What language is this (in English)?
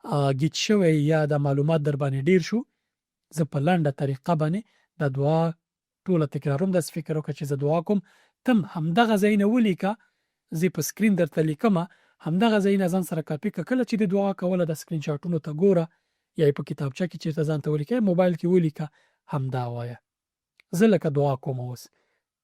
Pashto